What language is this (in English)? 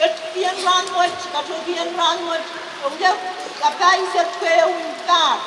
Pohnpeian